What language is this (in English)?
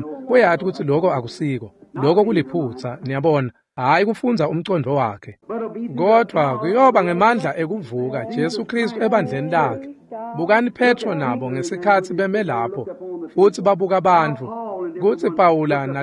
Swati